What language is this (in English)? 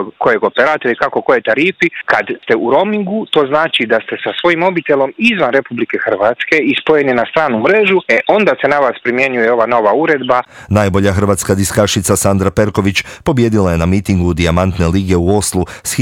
Croatian